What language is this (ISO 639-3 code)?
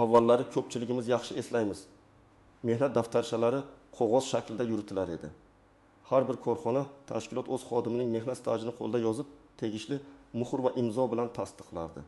uzb